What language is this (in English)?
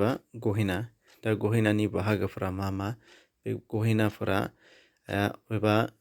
Bodo